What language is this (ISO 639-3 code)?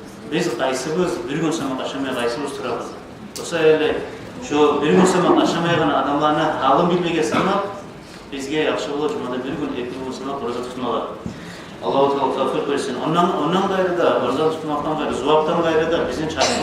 kum